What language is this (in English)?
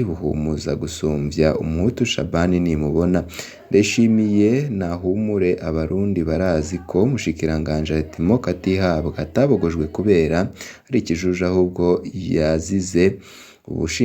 Rundi